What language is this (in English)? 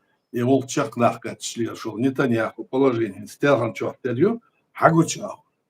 Chechen